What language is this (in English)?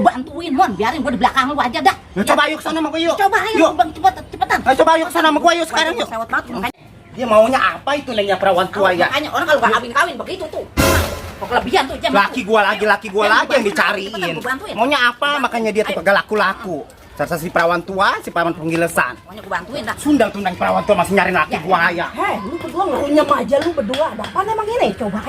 Betawi